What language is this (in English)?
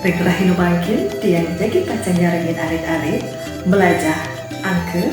Balinese